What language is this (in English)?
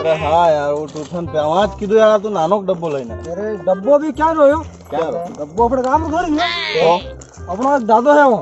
Rajasthani